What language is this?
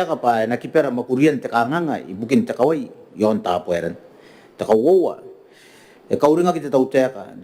Gilbertese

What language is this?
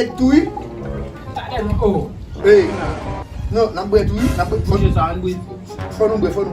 Haitian Creole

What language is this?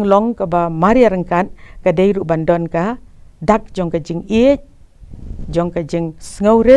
Khasi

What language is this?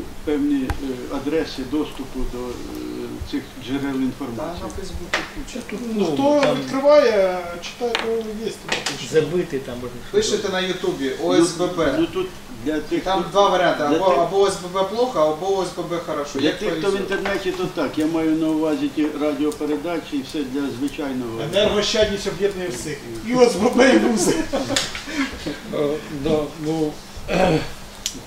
Ukrainian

